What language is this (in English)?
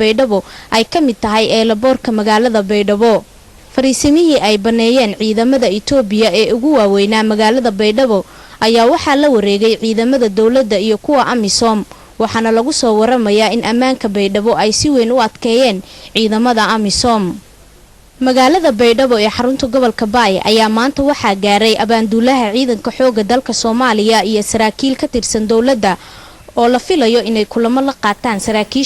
Somali